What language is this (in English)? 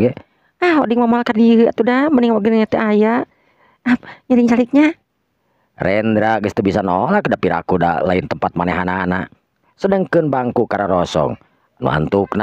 Sundanese